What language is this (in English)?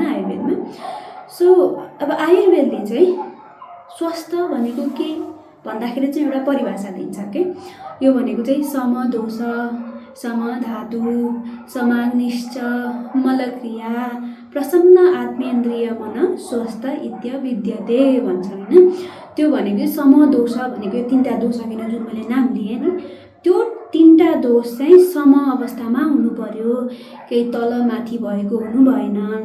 Nepali